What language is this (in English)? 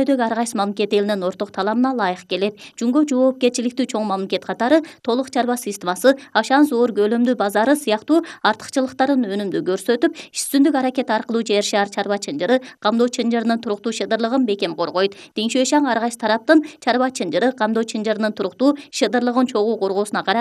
Kyrgyz